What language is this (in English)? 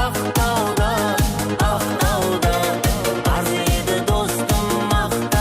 Kara-Kalpak